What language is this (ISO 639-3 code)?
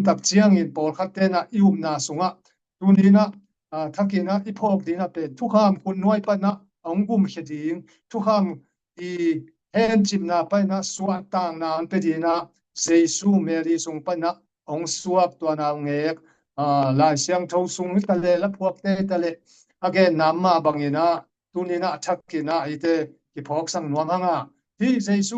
ctd